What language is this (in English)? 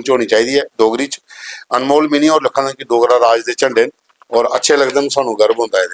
Dogri